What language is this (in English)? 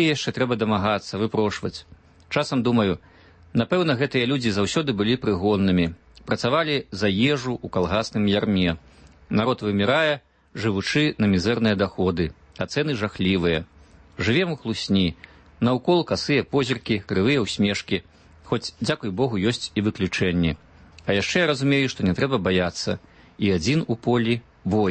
Belarusian